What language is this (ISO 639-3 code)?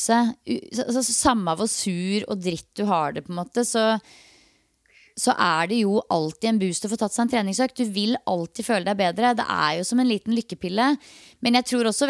nor